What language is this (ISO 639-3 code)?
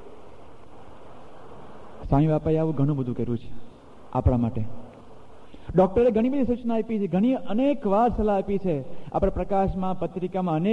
guj